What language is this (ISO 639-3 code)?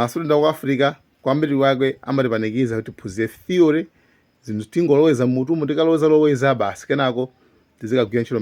nya